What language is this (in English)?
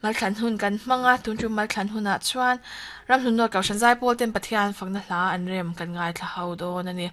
Mizo